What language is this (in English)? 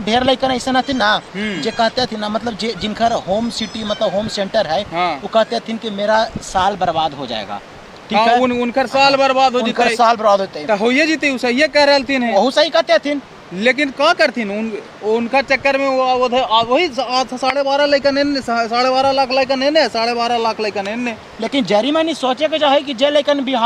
Magahi